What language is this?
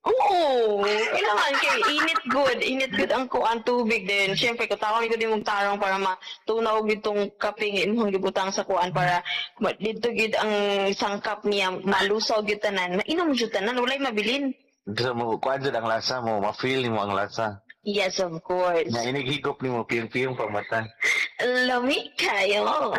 Cebuano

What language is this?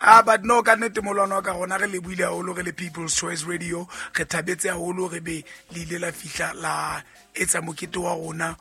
Southern Sotho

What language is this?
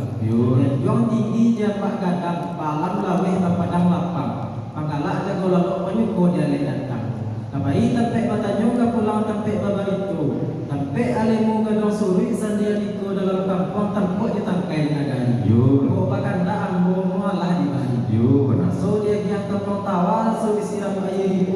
Minangkabau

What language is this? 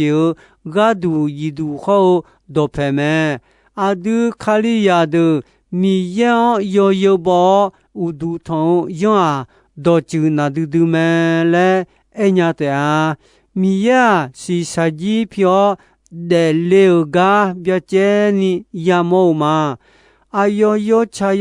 Akha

